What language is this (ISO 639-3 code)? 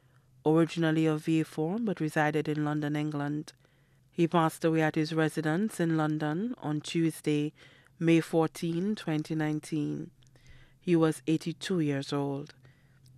eng